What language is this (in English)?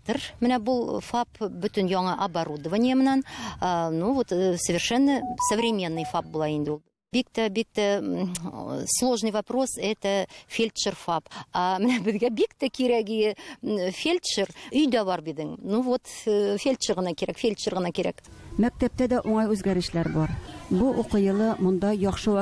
Tatar